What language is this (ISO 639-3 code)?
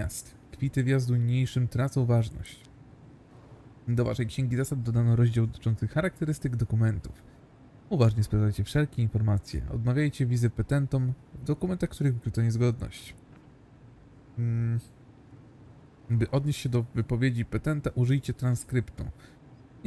pol